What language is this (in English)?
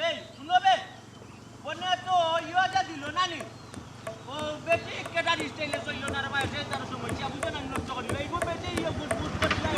Sylheti